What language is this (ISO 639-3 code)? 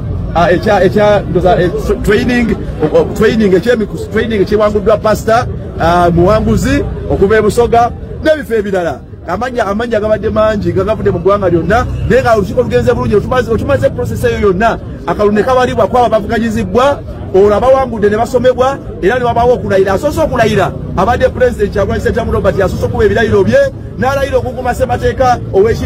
lug